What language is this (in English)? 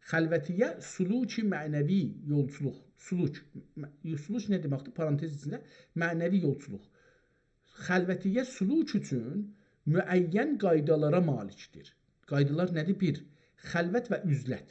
South Azerbaijani